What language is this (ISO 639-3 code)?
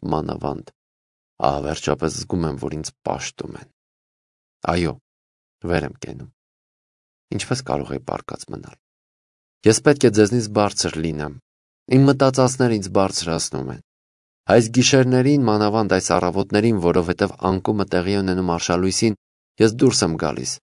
hye